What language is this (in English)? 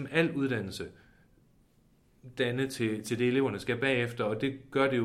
Danish